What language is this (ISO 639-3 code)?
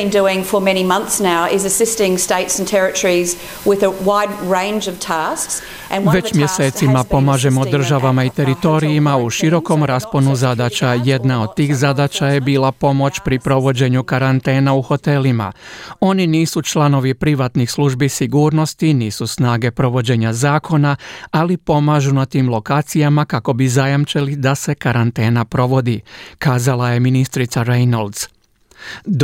hrv